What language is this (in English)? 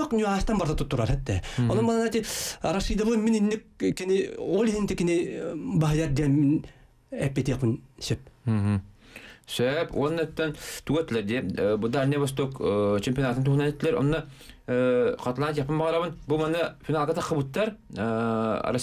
Yakut